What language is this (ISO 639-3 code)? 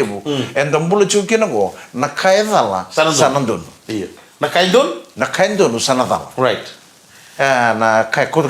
fij